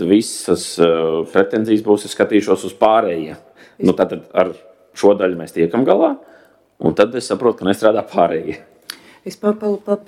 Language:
Latvian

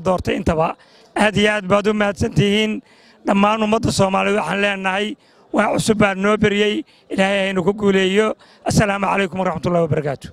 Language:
Somali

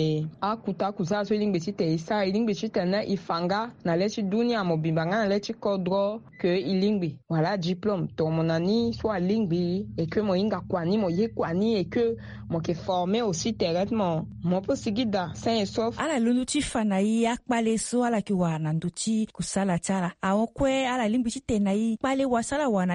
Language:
Sango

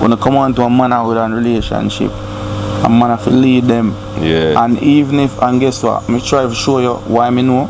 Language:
Jamaican Creole English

